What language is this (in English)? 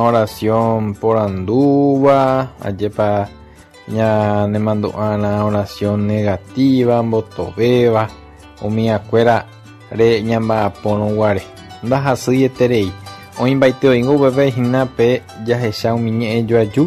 Guarani